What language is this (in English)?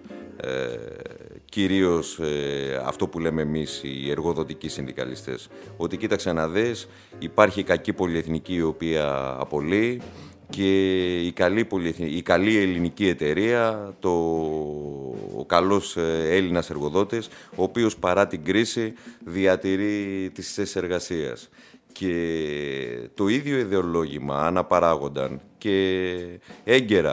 Greek